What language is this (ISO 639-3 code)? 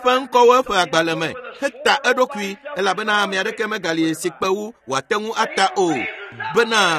ewe